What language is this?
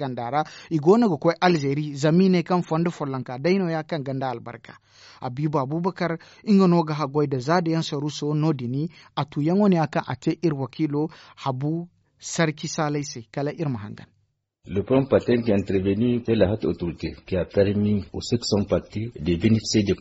Zarma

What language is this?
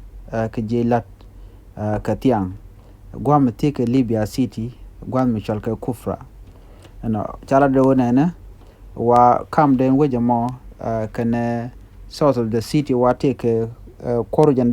Nuer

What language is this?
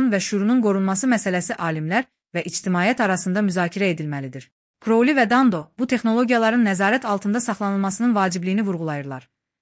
Azerbaijani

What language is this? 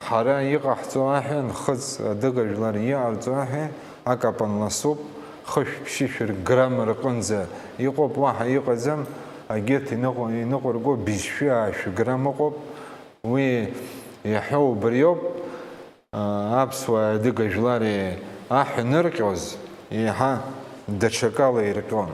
Abkhazian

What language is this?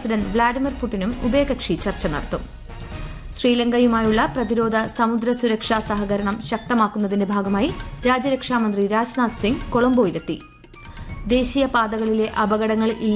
Malayalam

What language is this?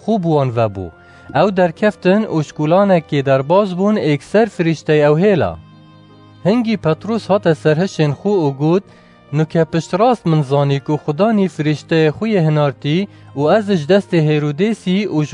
Kurdish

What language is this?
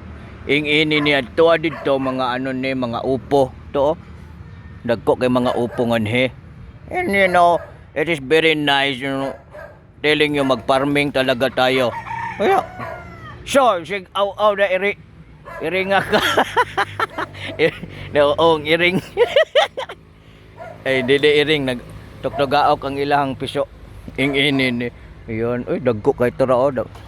Cebuano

